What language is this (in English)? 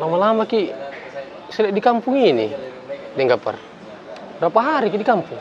Makassar Malay